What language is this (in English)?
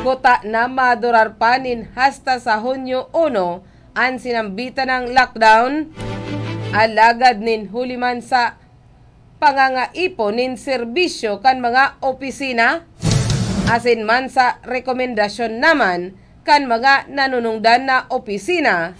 Bikol